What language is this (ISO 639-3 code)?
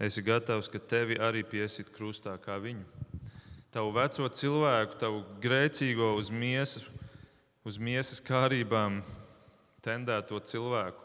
lav